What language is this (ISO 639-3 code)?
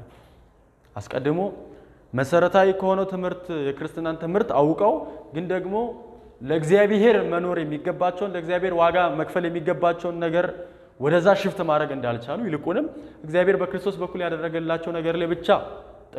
amh